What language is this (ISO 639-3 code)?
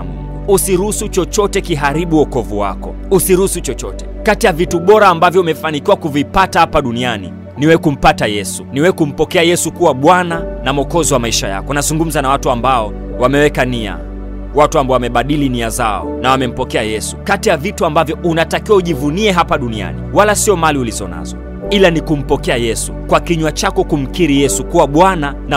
swa